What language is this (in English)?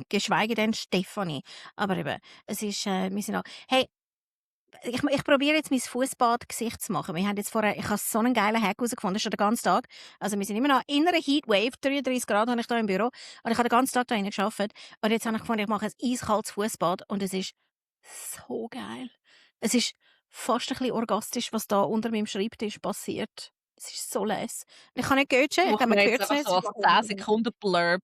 Swiss German